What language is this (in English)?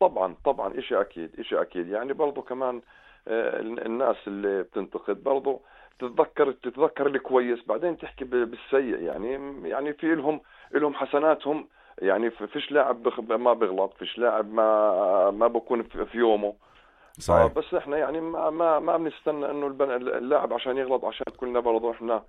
North Levantine Arabic